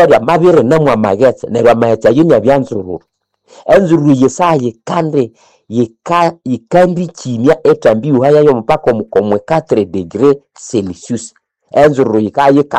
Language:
Nande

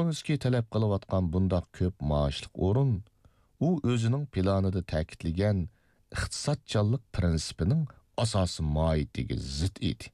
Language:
Uyghur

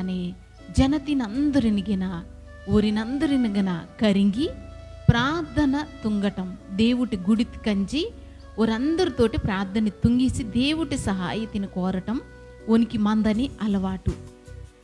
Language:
Koya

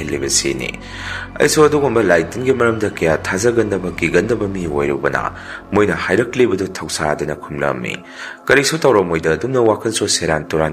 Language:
Manipuri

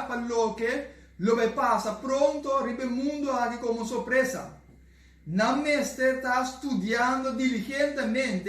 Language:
Papiamento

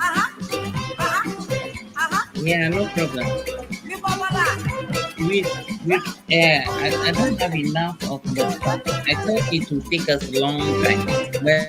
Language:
Ewe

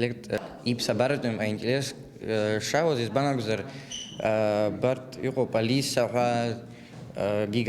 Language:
Abkhazian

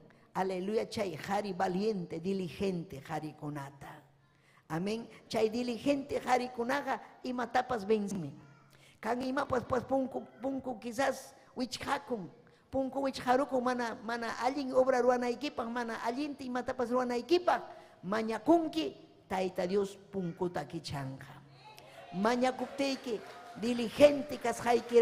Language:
Ayacucho Quechua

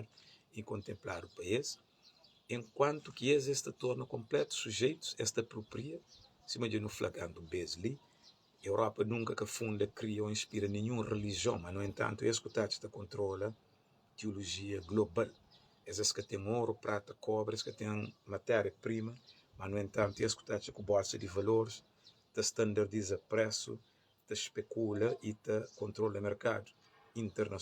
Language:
Kabuverdianu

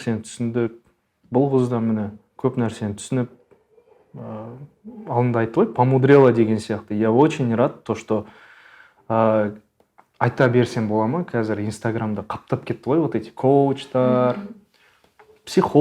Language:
Kazakh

